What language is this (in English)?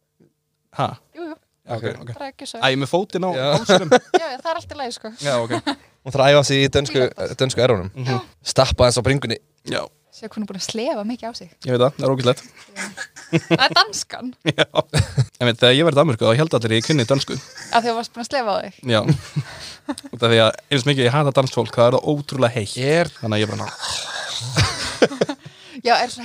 Icelandic